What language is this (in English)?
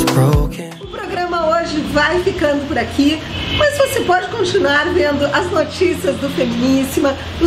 Portuguese